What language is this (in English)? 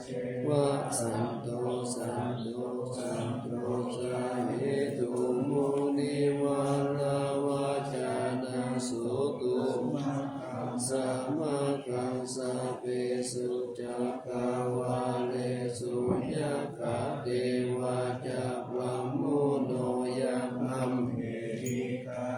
Pali